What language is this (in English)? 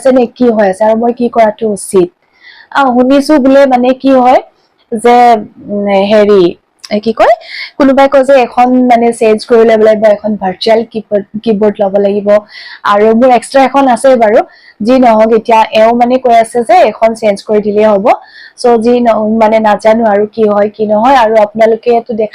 Assamese